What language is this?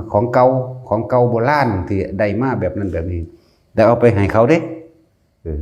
Northeastern Thai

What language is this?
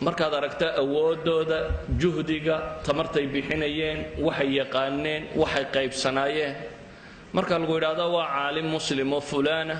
Somali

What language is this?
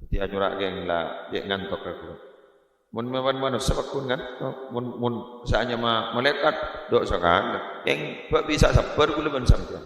Madurese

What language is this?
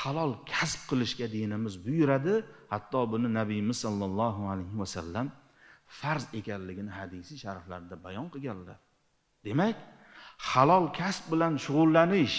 Uzbek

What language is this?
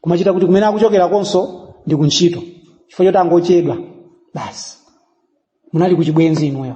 Nyanja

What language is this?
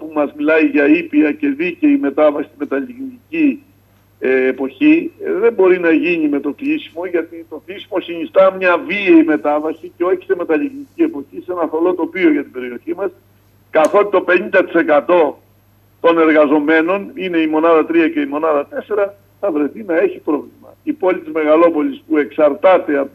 Greek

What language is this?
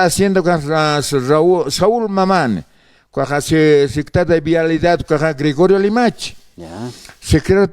Aymara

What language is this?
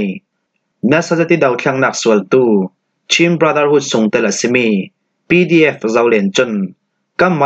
Falam Chin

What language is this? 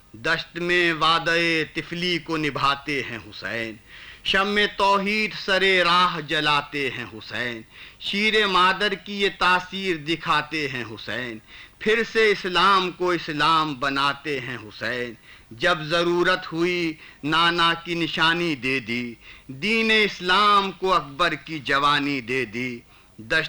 Urdu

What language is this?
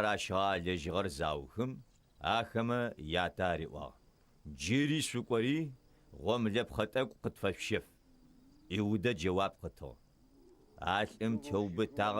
Adyghe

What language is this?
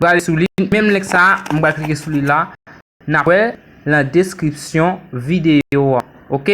Haitian Creole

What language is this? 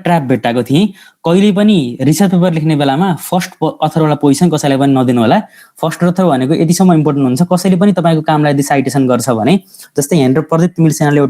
Nepali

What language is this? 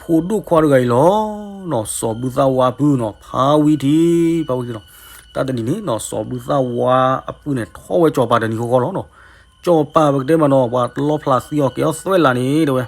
S'gaw Karen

